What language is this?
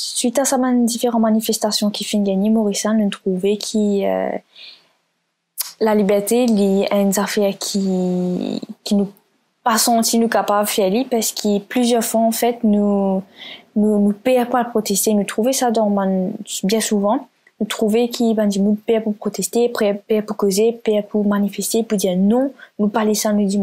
French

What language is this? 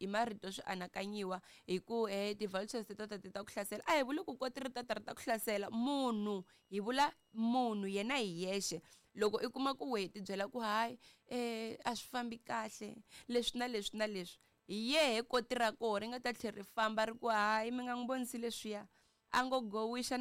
Tsonga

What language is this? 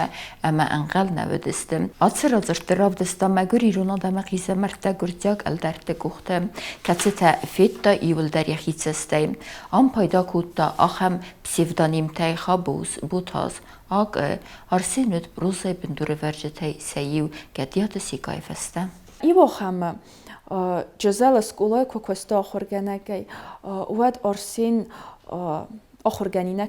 Ossetic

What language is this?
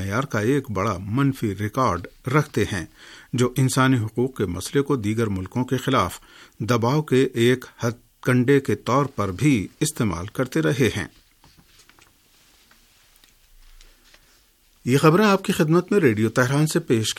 Urdu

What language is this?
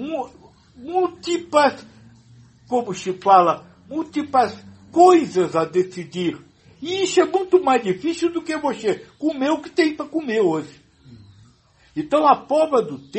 Portuguese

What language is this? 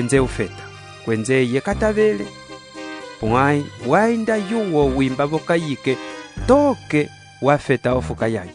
Umbundu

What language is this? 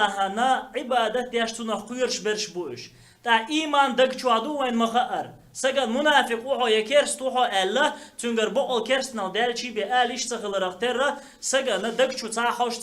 Chechen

